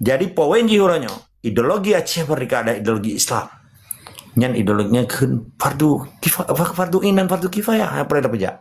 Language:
Achinese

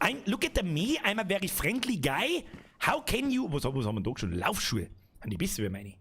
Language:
Bavarian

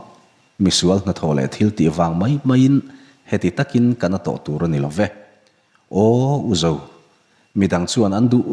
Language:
Mizo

